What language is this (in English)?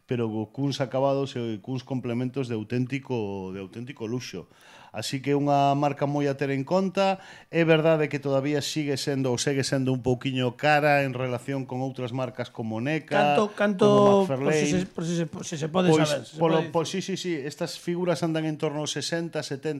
Galician